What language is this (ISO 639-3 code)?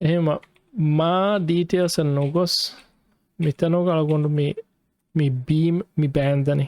div